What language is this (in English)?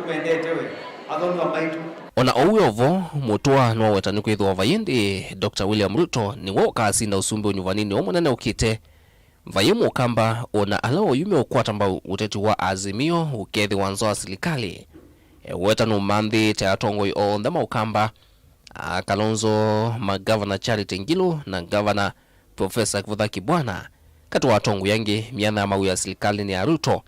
Kamba